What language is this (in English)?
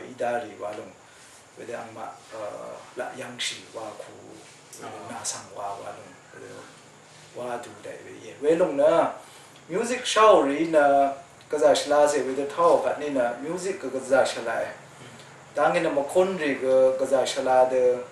Rawang